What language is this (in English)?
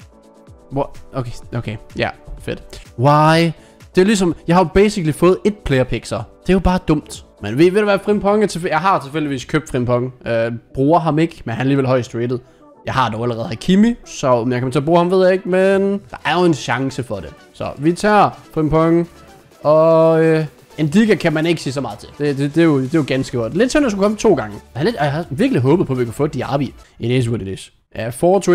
Danish